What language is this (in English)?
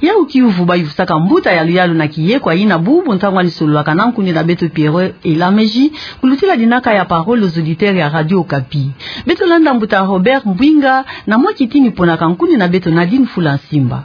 Kituba (Democratic Republic of Congo)